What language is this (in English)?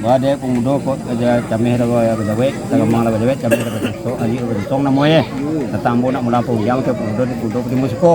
Minangkabau